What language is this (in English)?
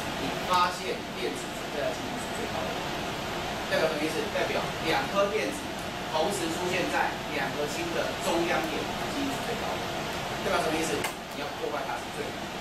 Chinese